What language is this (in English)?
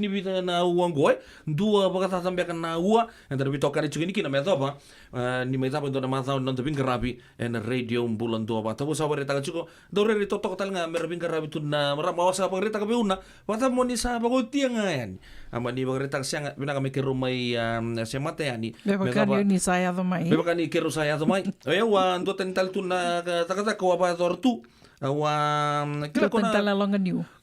Fijian